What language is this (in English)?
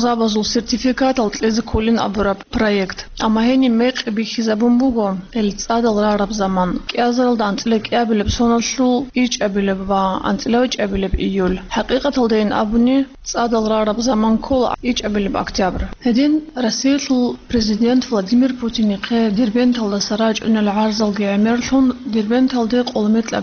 Avaric